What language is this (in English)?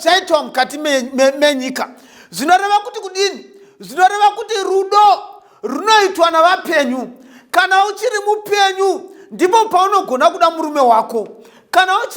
Shona